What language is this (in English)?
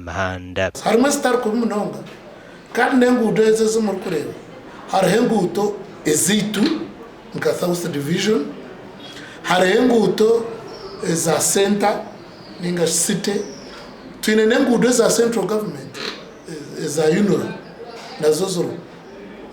Nyankole